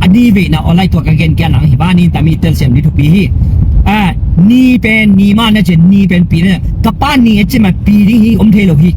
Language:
Tedim Chin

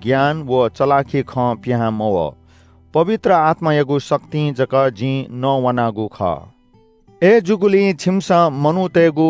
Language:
Newari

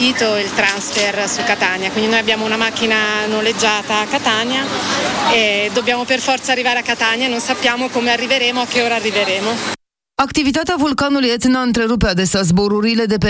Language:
Romanian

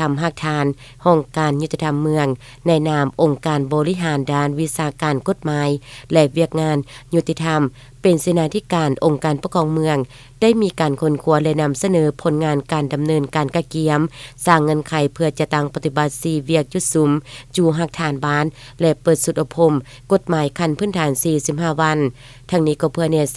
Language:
Lao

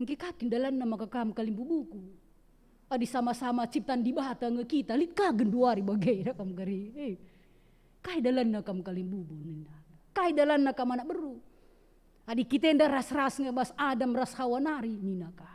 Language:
Batak Karo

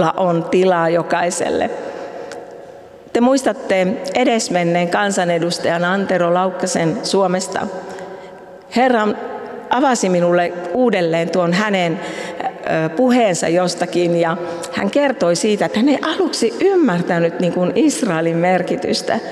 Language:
Finnish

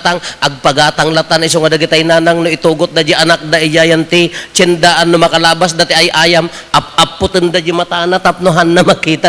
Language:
Iloko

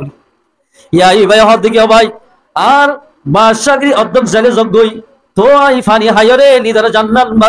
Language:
Rohingya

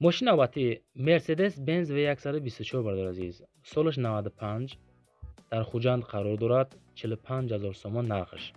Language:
Tajik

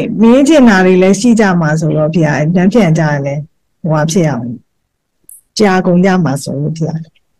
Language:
Burmese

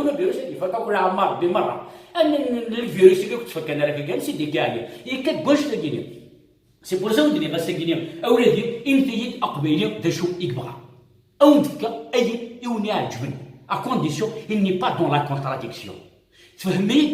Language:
Kabyle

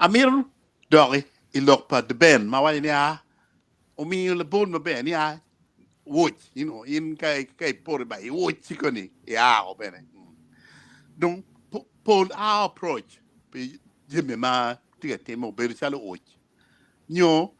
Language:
Acoli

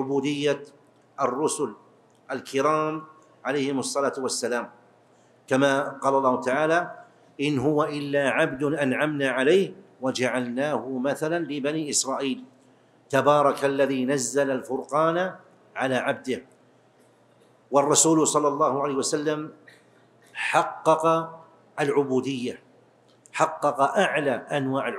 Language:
Arabic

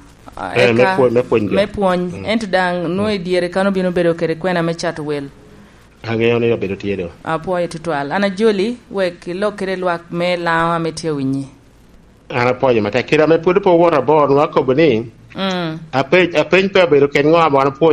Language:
Lango (Uganda)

